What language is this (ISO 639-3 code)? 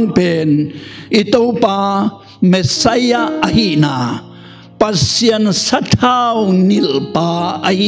ctd